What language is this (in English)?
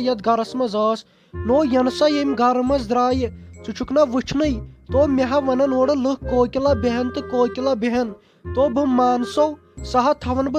Kashmiri